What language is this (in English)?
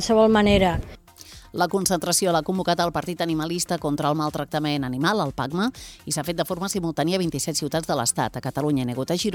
Catalan